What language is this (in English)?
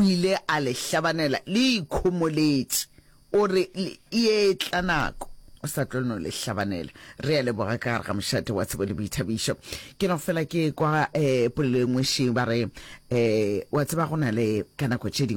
Northern Sotho